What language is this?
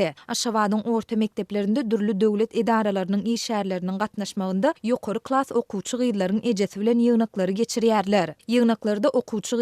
Turkmen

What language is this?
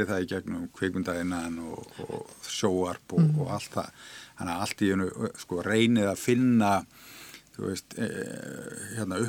Icelandic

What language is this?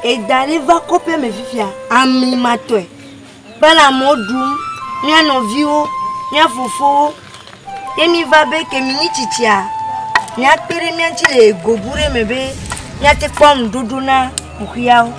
Ewe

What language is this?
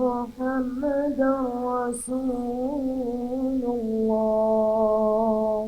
Uyghur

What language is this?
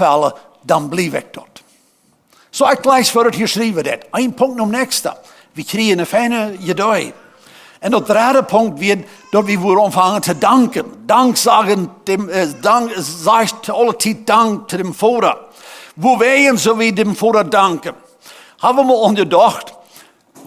Plautdietsch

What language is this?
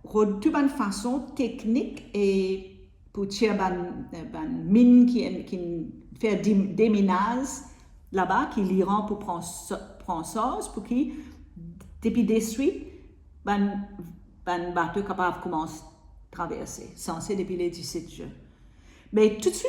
Morisyen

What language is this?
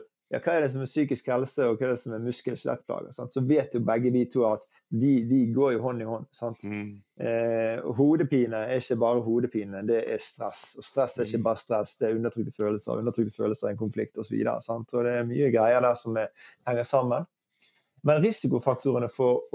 Norwegian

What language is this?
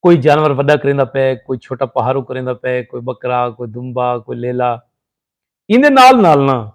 Saraiki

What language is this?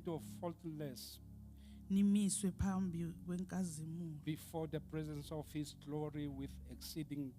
Southern Sotho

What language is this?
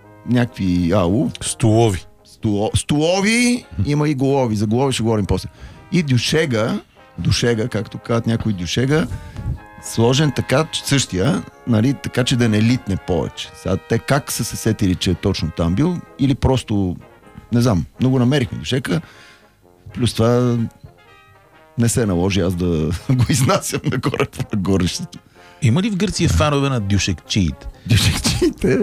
Bulgarian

